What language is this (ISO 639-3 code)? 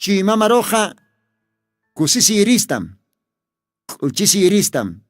aym